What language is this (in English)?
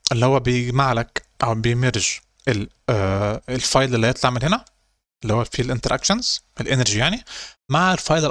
Egyptian Arabic